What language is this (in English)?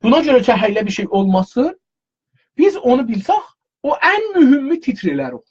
South Azerbaijani